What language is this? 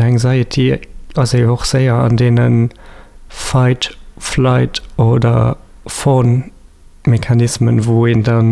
Luxembourgish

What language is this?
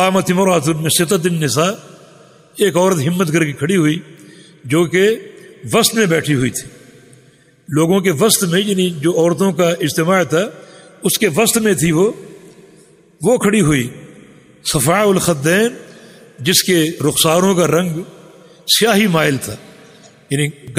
Urdu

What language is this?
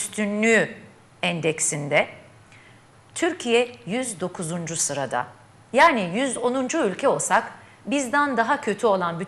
Turkish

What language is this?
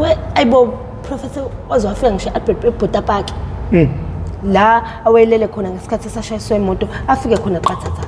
Zulu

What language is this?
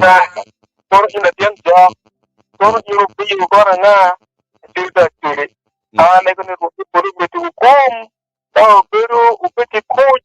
Acoli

